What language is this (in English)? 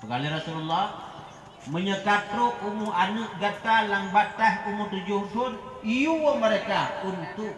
Achinese